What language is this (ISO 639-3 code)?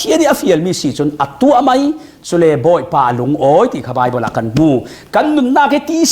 cfm